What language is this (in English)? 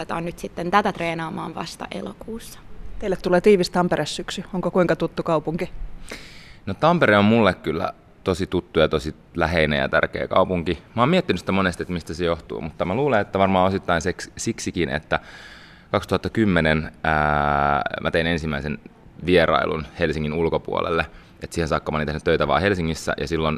Finnish